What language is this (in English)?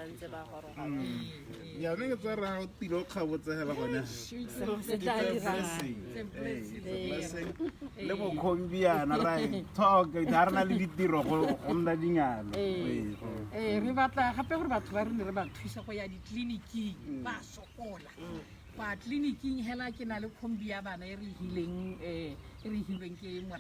Tswana